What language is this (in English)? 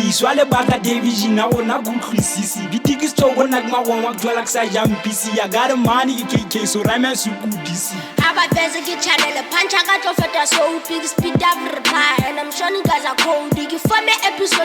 Southern Sotho